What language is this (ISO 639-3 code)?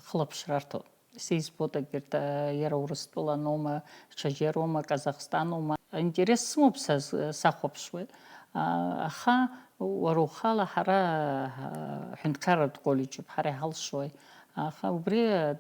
abk